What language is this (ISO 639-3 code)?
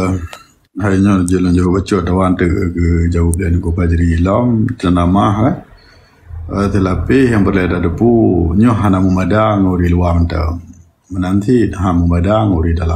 ace